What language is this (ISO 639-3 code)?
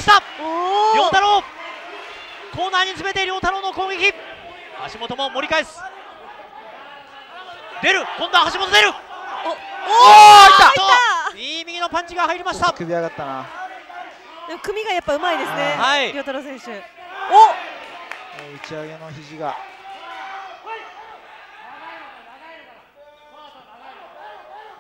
jpn